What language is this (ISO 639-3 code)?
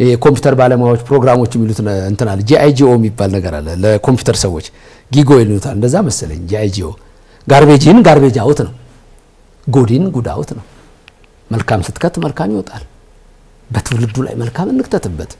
amh